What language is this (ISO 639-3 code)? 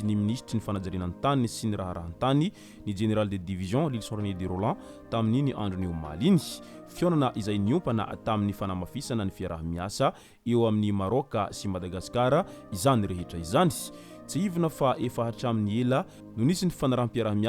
mlg